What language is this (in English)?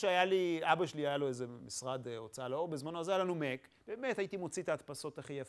Hebrew